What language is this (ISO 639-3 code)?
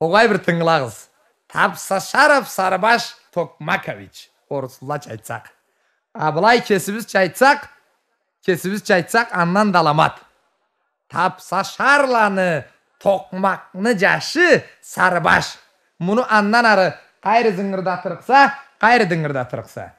krc